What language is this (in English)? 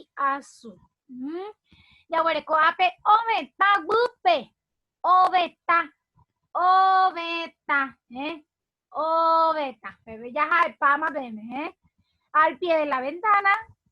Guarani